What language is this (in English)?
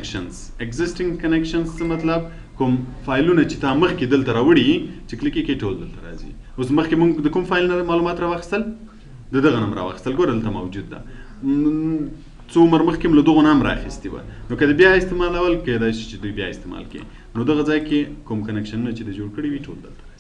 Pashto